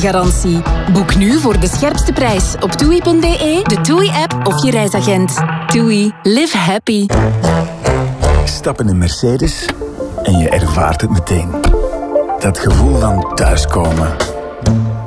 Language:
Dutch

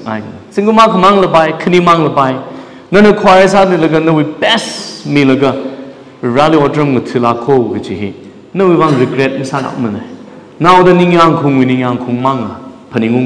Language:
Tangkhul Naga (India)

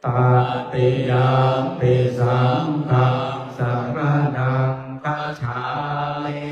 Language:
Pali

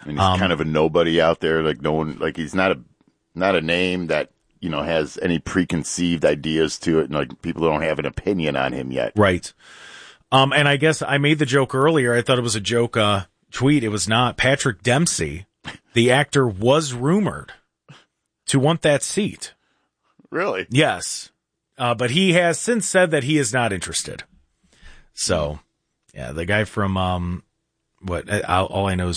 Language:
English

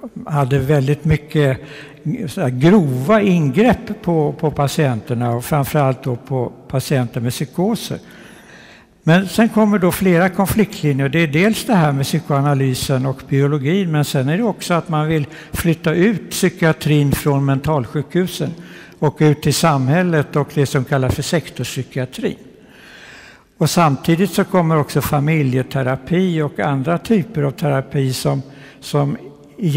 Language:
Swedish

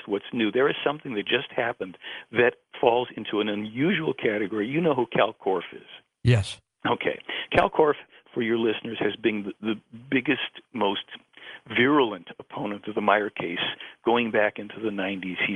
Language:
English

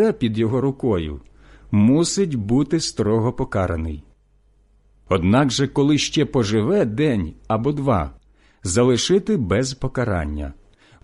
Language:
Ukrainian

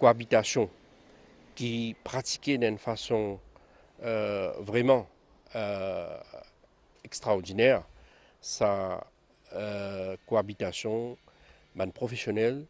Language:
Morisyen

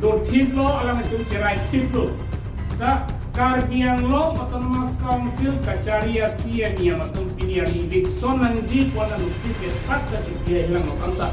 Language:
Karbi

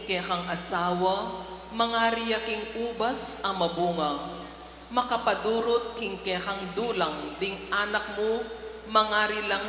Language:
Pampanga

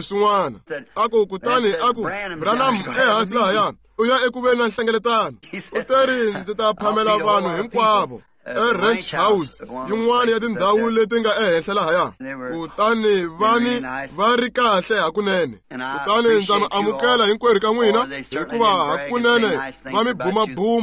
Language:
Tsonga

